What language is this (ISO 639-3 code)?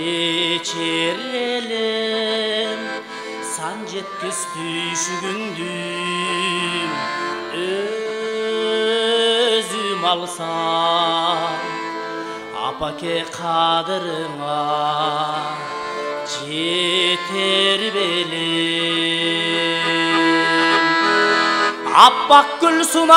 kir